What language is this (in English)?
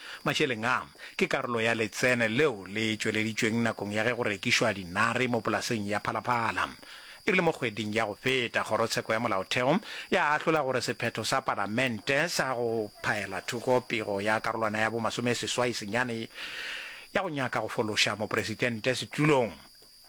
Northern Sotho